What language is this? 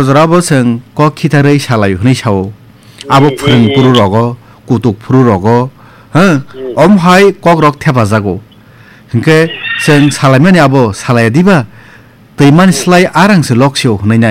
Kok Borok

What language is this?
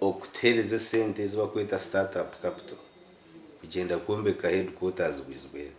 Nyankole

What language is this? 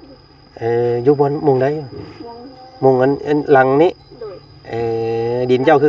Lao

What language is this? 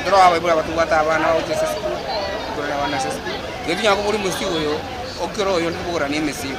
Gusii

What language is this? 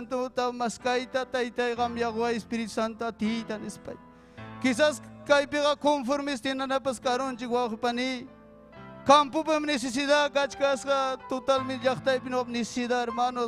Ayacucho Quechua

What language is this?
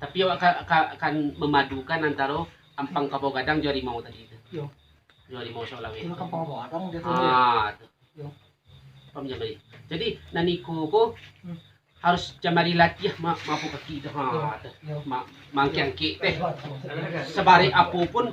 Minangkabau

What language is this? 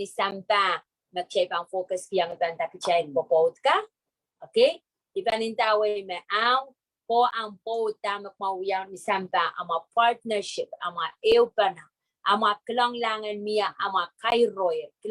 Pohnpeian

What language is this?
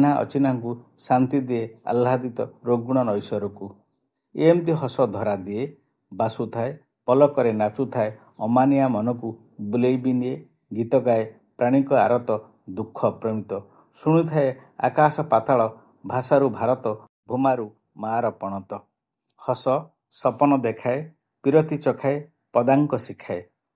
Odia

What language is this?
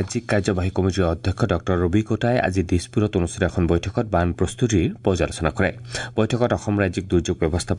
Assamese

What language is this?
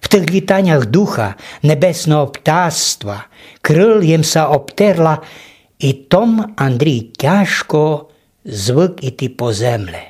Rusyn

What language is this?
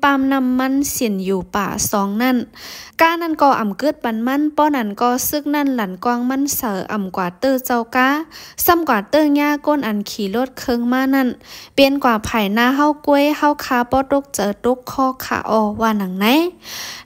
Shan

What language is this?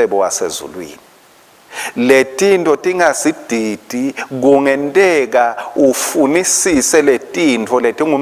Swati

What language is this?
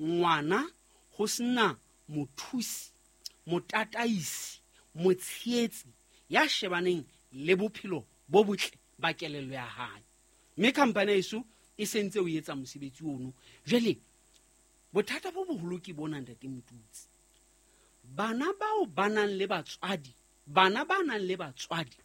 Southern Sotho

